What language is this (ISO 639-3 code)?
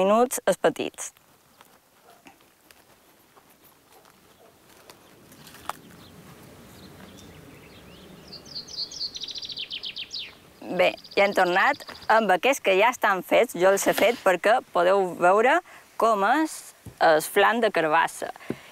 cat